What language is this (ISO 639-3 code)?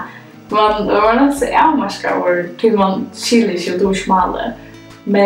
fao